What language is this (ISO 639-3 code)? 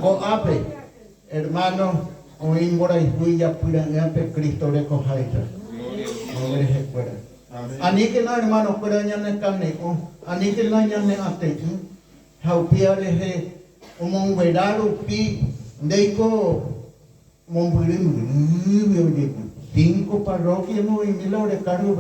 grn